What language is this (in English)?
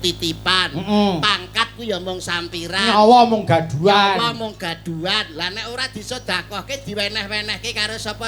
Javanese